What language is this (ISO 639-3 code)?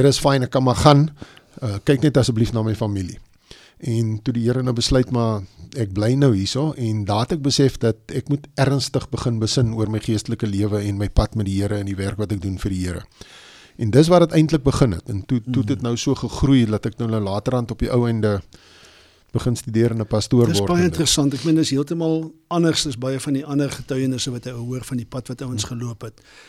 afr